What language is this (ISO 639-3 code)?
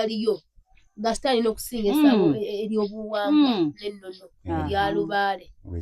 lug